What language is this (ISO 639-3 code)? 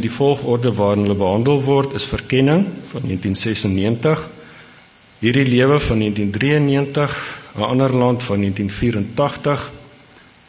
afr